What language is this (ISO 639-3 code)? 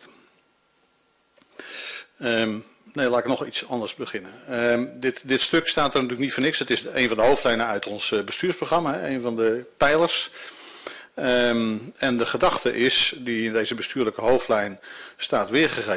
nld